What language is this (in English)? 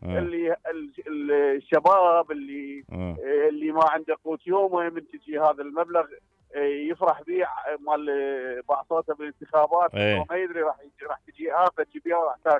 Mesopotamian Arabic